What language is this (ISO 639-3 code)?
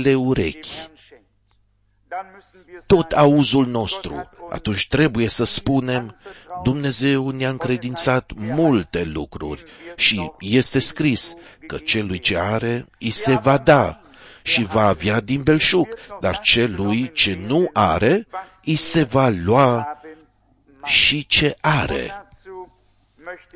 ron